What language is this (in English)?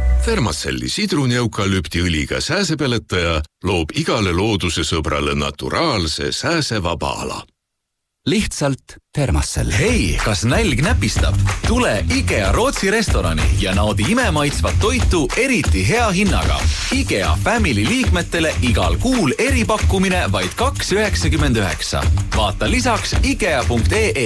Estonian